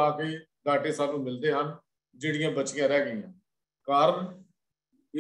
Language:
Punjabi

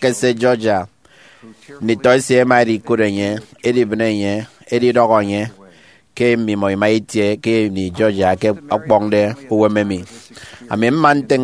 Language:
Efik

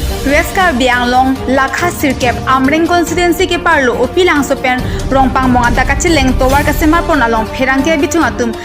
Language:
Karbi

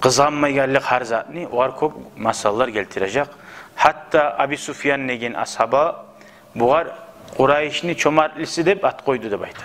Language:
Kumyk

